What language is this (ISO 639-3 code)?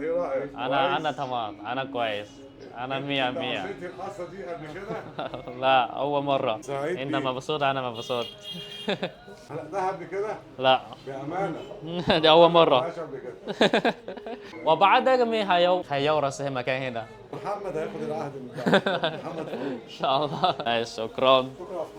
arz